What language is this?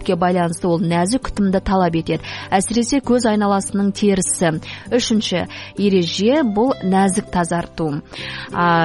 Kazakh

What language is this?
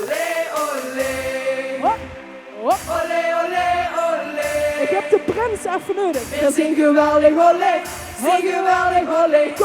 Limburgish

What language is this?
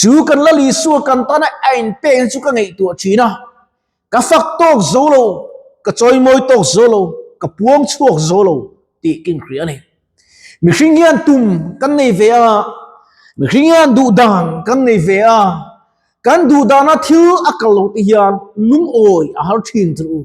Mizo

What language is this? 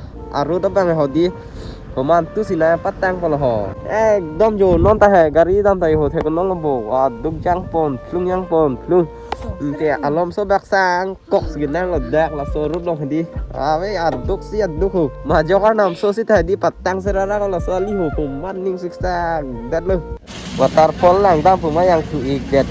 Karbi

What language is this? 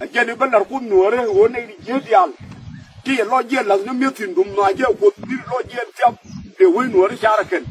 Nuer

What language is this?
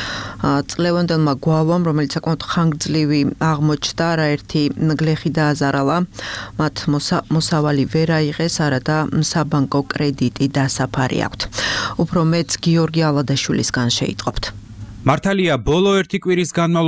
Georgian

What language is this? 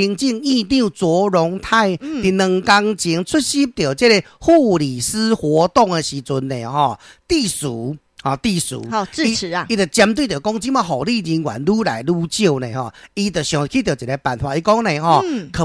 Min Nan Chinese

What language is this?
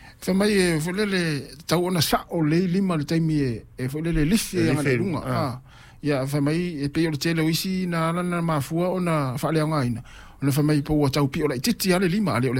Samoan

